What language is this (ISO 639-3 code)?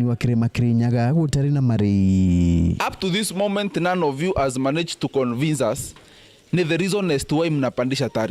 mer